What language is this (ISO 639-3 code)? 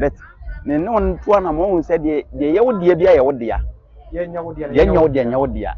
aka